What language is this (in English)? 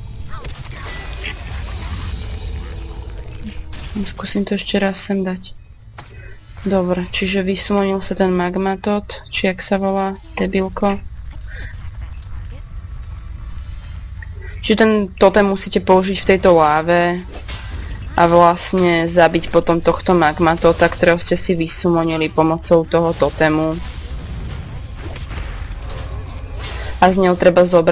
Slovak